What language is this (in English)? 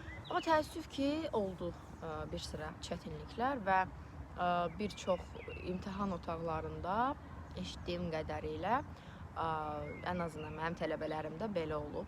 Azerbaijani